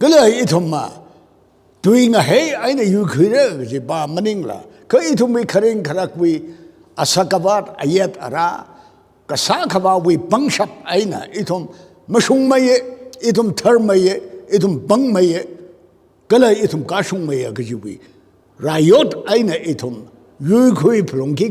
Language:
Tangkhul Naga (India)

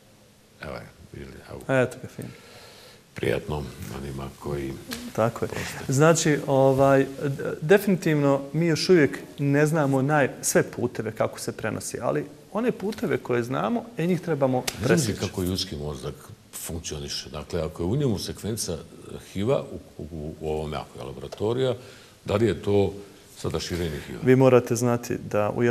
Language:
Bosnian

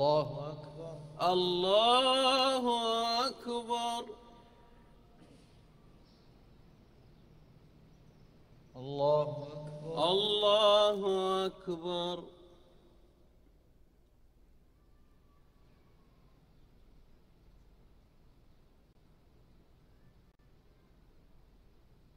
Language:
Arabic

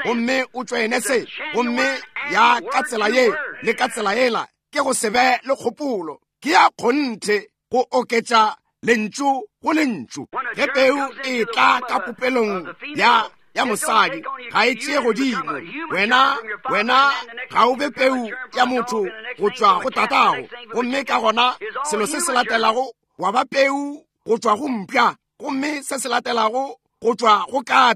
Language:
Northern Sotho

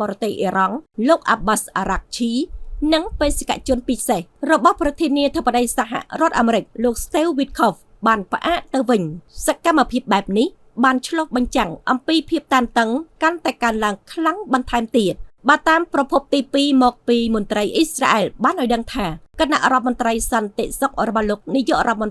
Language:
Khmer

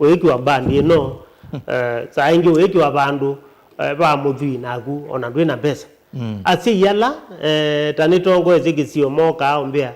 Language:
Kamba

